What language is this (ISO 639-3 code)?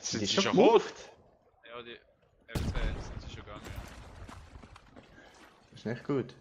gsw